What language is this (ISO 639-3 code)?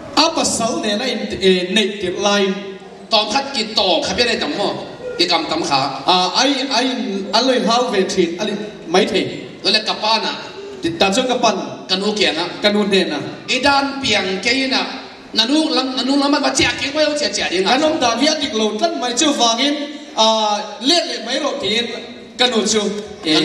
ctd